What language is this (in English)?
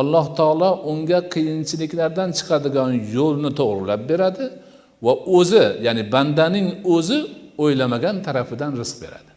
Uzbek